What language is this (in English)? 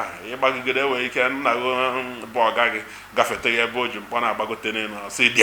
Igbo